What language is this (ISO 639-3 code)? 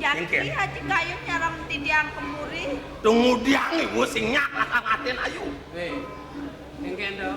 ban